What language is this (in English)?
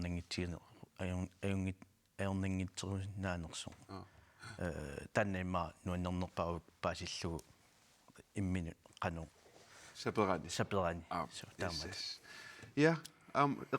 Kalaallisut